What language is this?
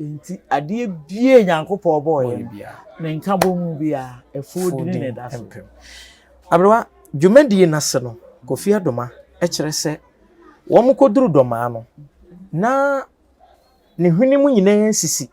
Akan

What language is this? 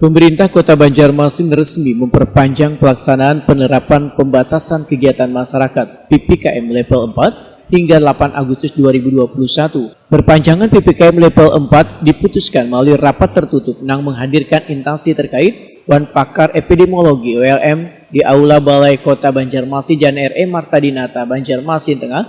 Banjar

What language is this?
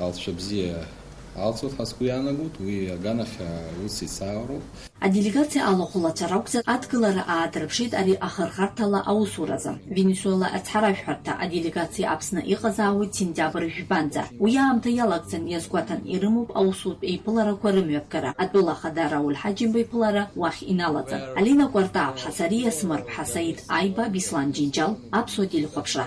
Abkhazian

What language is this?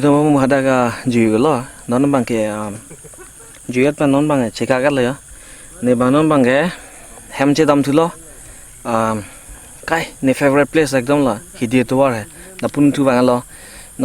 Karbi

